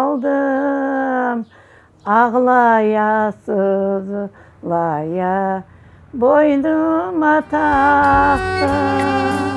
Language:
Crimean Tatar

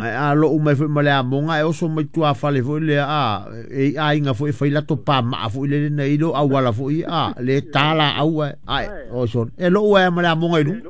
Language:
Samoan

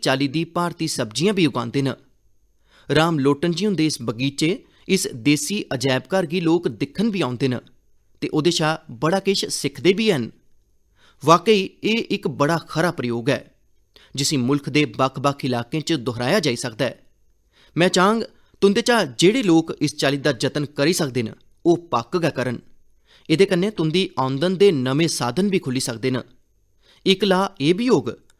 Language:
Dogri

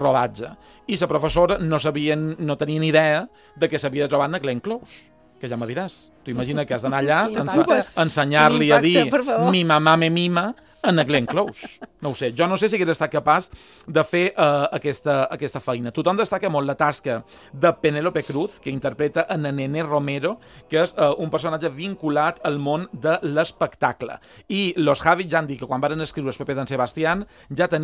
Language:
Catalan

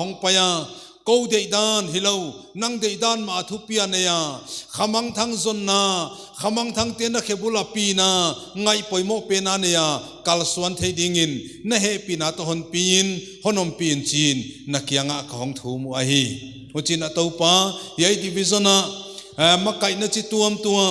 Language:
Paite Chin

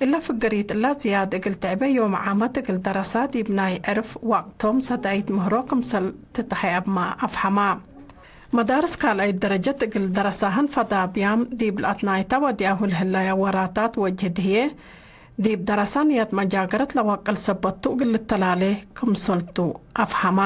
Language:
Tigre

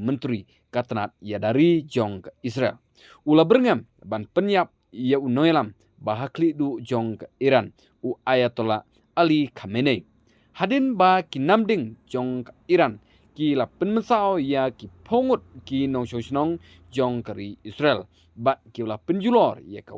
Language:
Khasi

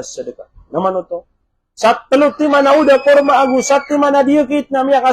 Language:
Maranao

